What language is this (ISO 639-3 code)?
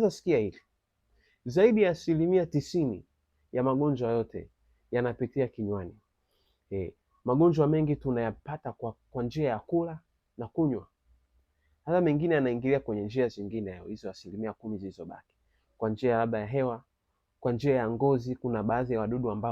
swa